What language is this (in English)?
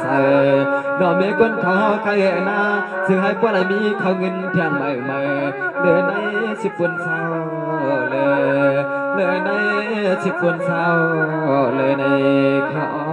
Shan